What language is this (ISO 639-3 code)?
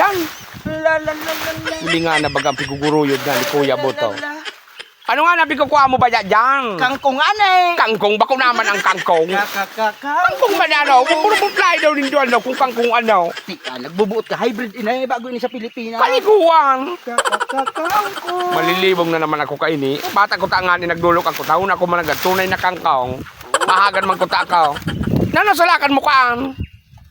bik